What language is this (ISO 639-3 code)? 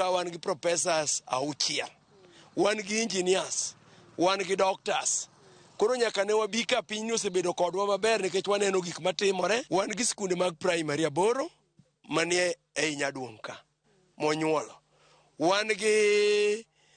luo